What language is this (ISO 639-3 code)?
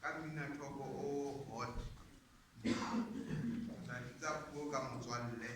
sot